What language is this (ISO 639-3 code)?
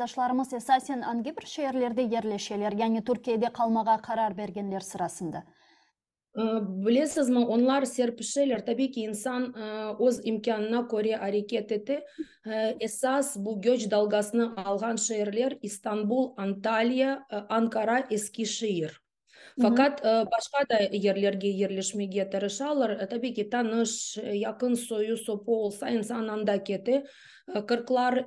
crh